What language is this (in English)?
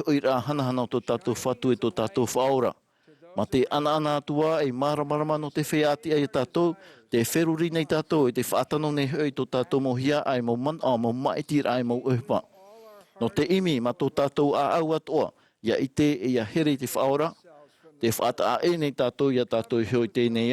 Tahitian